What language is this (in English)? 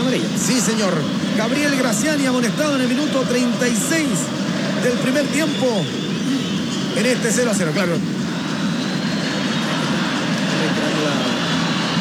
Spanish